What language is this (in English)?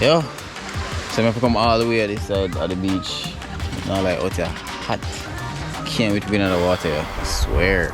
Jamaican Creole English